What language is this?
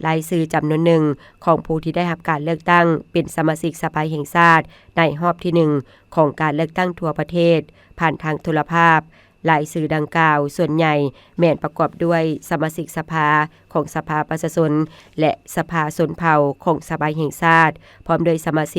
Lao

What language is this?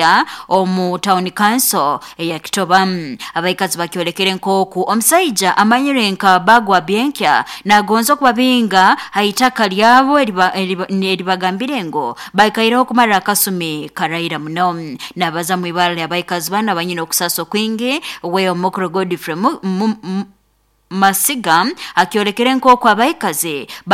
Nyoro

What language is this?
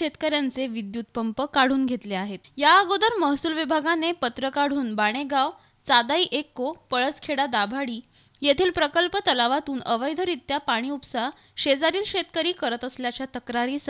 Marathi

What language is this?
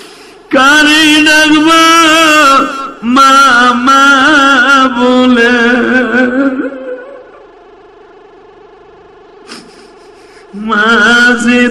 Bangla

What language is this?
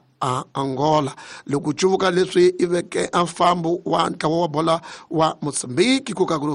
Tsonga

